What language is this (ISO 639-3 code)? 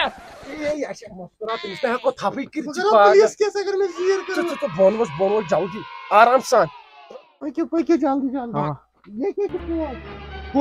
kas